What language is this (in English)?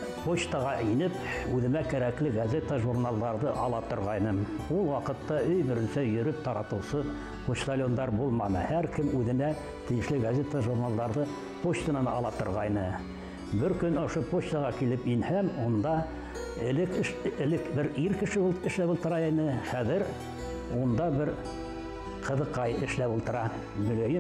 Bashkir